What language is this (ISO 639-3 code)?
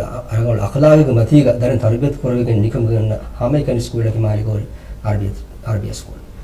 div